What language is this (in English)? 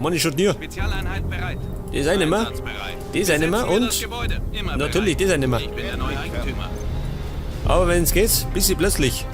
Bavarian